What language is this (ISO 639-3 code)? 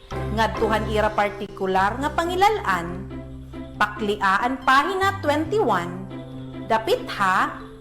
war